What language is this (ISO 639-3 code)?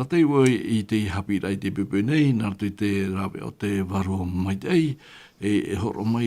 tah